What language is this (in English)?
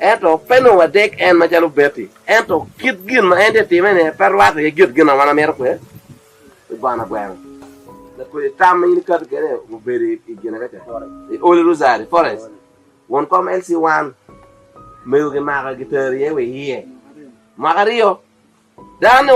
Acoli